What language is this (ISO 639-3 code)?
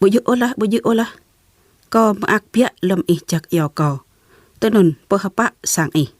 jra